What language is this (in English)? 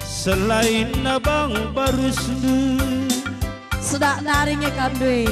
Batak Karo